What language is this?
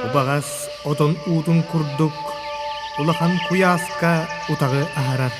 Yakut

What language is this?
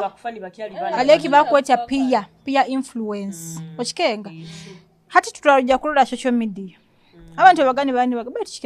Nyoro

